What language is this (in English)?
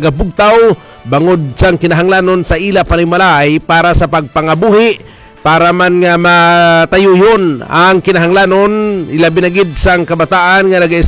Hiligaynon